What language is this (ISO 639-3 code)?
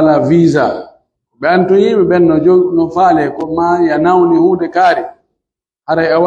fuf